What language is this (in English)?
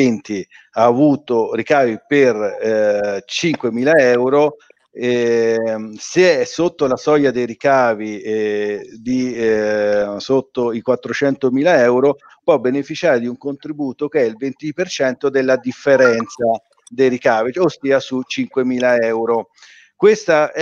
Italian